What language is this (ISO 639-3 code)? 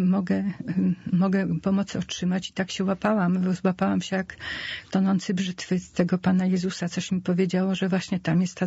pol